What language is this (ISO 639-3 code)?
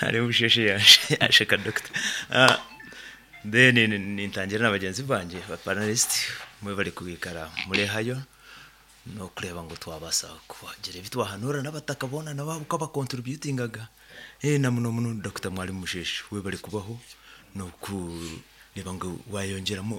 nyo